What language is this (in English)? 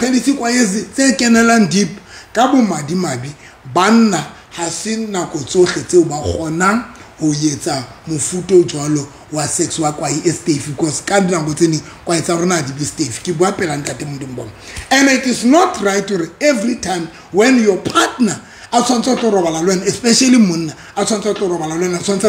Southern Sotho